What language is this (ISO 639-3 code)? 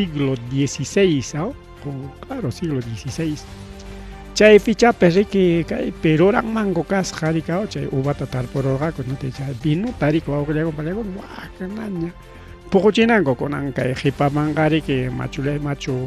quy